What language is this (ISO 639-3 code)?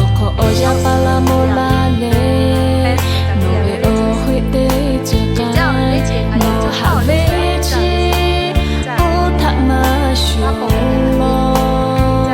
lhu